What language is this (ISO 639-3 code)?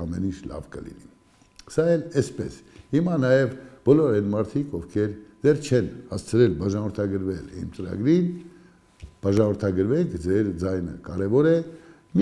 hye